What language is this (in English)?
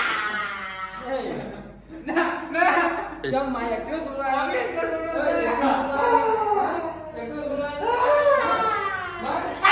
Gujarati